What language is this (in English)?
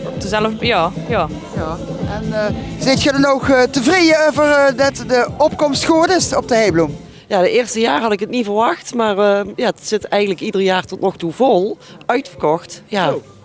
Limburgish